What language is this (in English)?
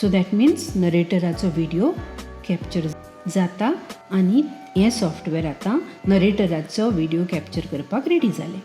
Konkani